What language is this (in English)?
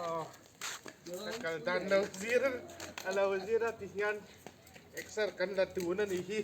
Mizo